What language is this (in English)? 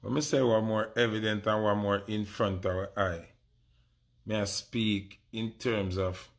Jamaican Creole English